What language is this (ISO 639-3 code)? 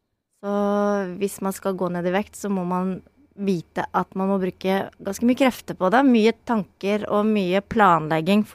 nor